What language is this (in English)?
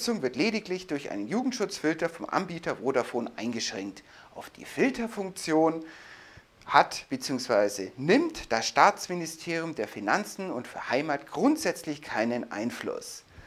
German